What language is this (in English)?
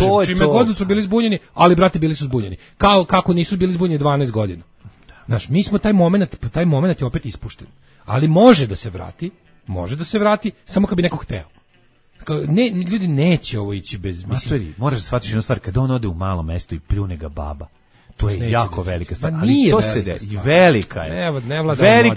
Serbian